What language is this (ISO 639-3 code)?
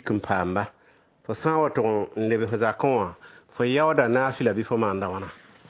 mos